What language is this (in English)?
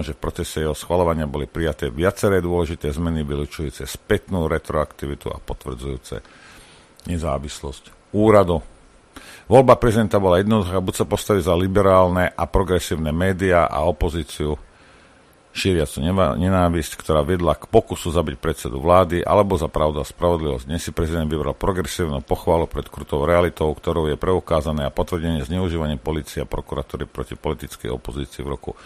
Slovak